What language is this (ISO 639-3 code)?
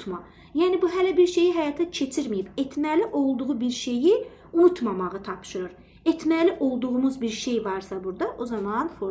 aze